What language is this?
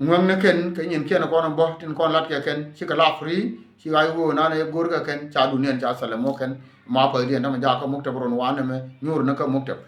Nuer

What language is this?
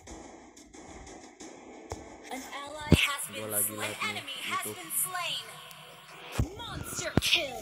Indonesian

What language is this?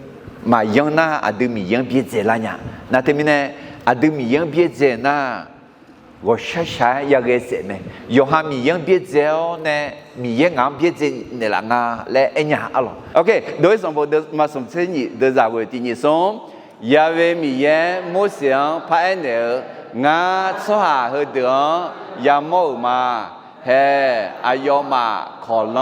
Akha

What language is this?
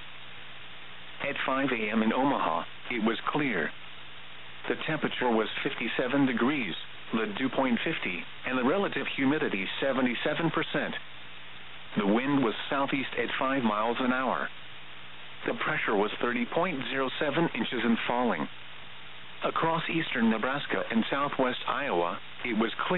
English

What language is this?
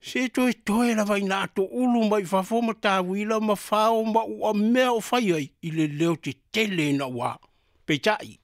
Samoan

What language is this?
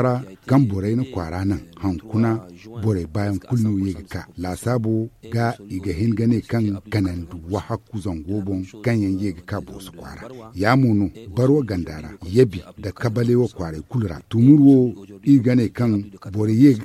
Zarma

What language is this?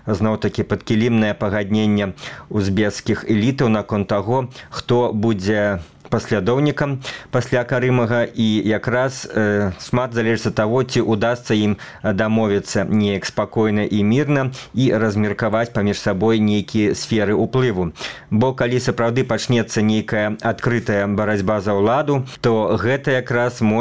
Belarusian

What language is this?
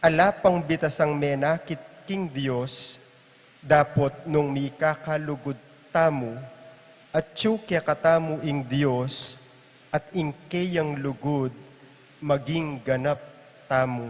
Pampanga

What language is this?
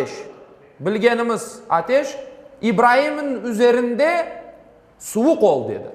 Crimean Tatar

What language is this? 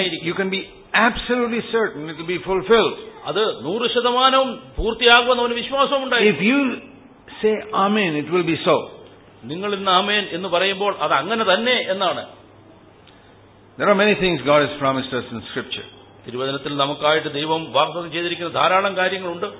Malayalam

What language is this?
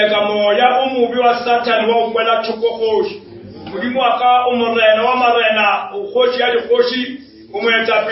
Northern Sotho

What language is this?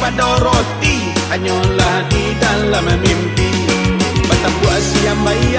Minangkabau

